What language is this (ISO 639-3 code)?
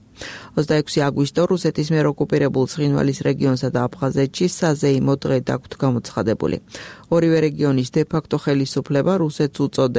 kat